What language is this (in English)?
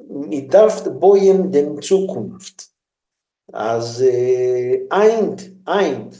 Yiddish